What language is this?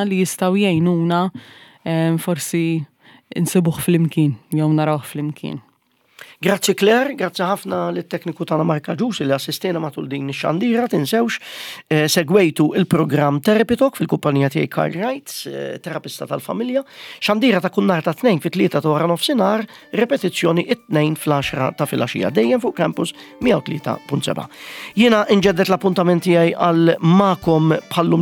Maltese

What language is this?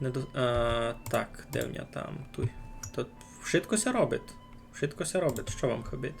Rusyn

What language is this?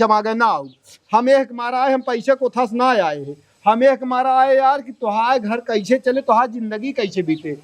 Awadhi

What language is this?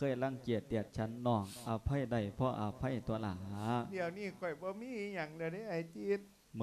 Lao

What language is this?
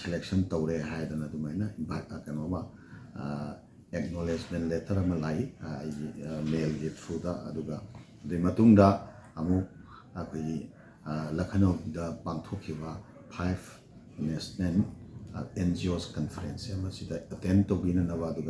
Manipuri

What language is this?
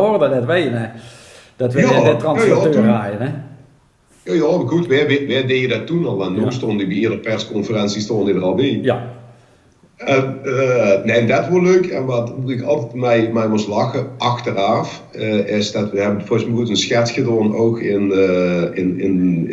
Limburgish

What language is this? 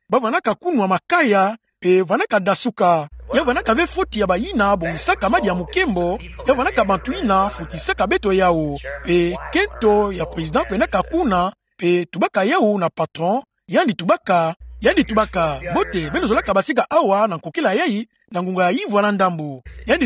Kituba (Democratic Republic of Congo)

